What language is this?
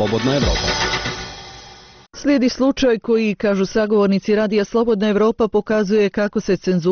Bosnian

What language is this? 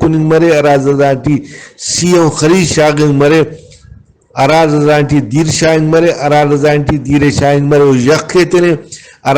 Brahui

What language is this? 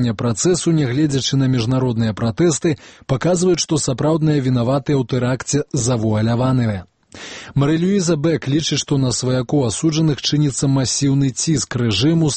Belarusian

